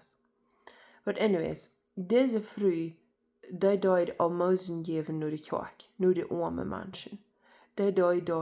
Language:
Plautdietsch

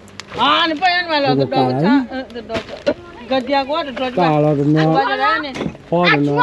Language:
S'gaw Karen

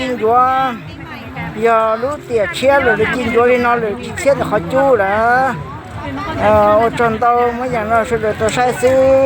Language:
Hmong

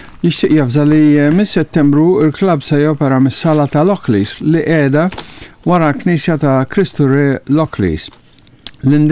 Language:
Maltese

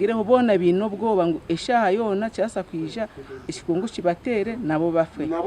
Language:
Nyankole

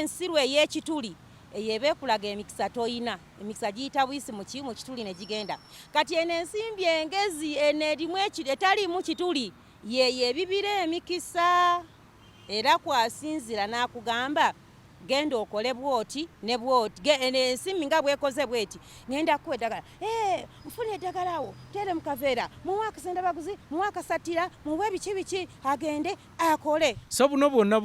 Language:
Ganda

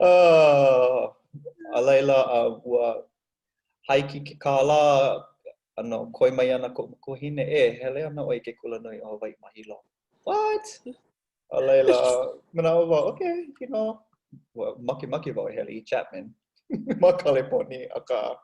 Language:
Hawaiian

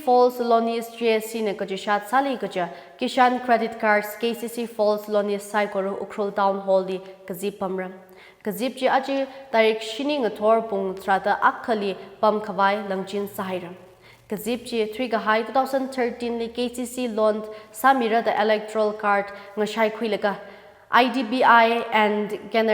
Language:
Tangkhul Naga (India)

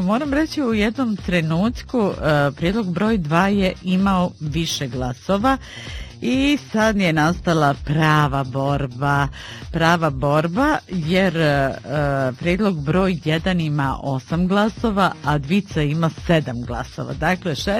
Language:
Bosnian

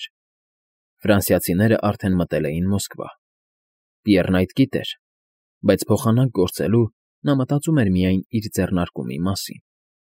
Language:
Armenian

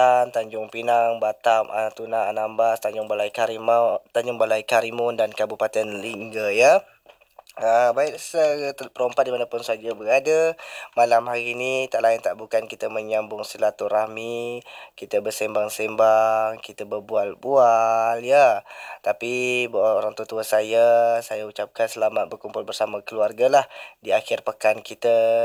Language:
Malay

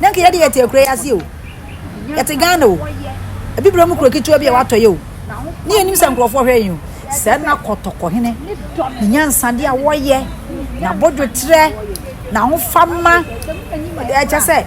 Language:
Akan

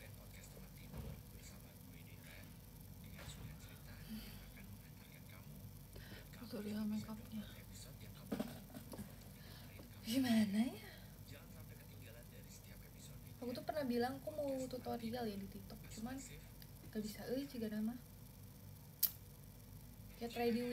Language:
Indonesian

